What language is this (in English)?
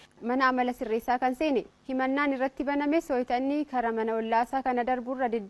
Oromo